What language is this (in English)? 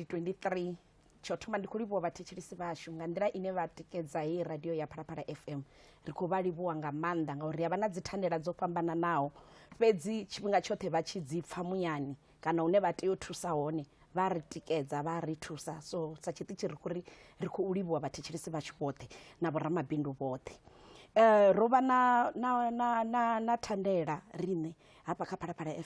Venda